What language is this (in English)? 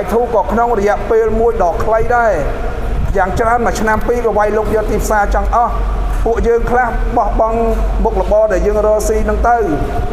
Khmer